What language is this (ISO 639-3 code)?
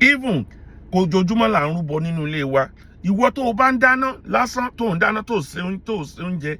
yor